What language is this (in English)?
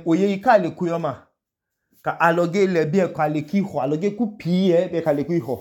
Idoma